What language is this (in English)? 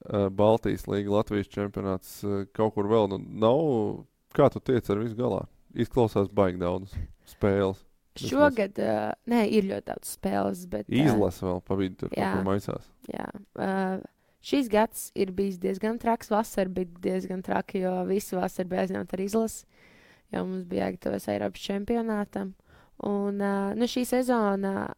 Latvian